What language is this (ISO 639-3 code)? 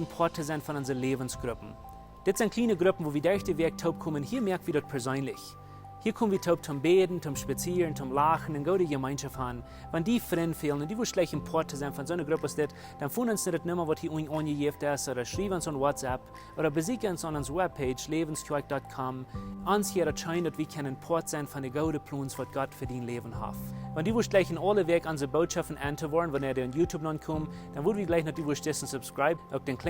pdt